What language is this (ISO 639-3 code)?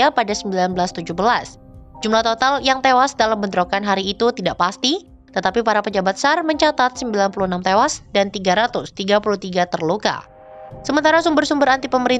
ind